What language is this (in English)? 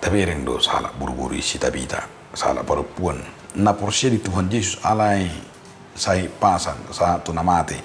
Batak Toba